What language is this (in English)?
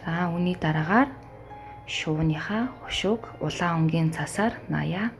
Mongolian